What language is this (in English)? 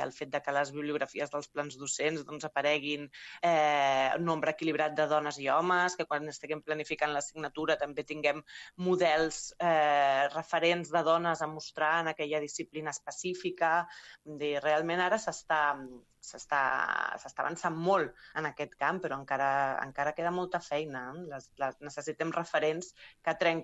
Catalan